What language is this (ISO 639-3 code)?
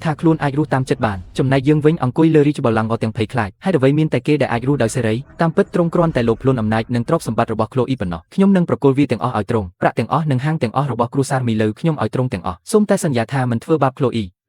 khm